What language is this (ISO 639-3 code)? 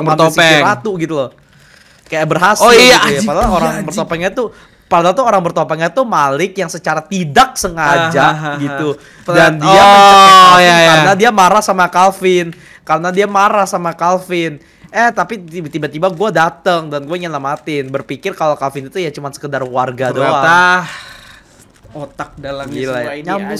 ind